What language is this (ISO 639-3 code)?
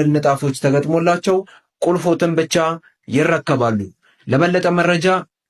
amh